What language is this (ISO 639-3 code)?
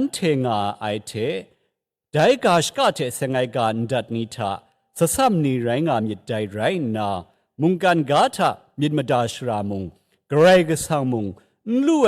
kac